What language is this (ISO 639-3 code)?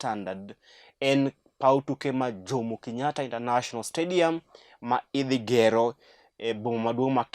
luo